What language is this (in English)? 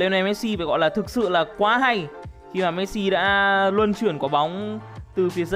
Vietnamese